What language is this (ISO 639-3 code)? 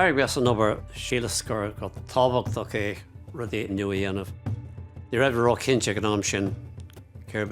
gle